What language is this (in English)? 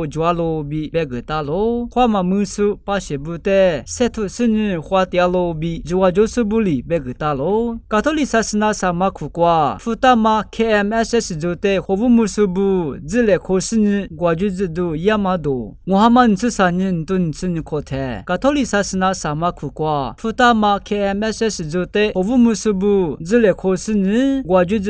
Lisu